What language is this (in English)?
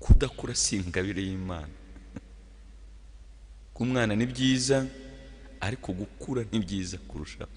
Kinyarwanda